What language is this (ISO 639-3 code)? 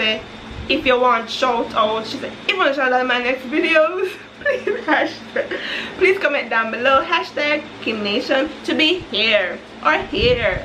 jam